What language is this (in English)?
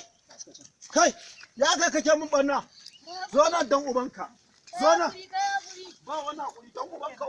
Hausa